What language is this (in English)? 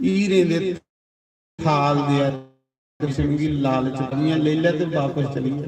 Dogri